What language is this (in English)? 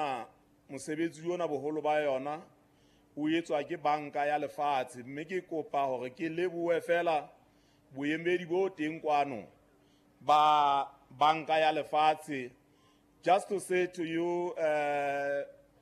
Southern Sotho